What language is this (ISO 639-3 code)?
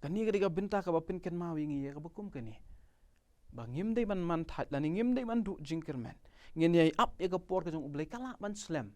kha